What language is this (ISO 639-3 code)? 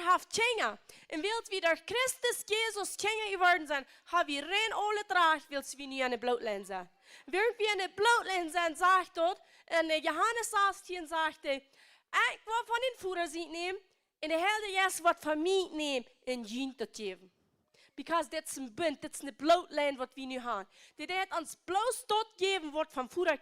pdt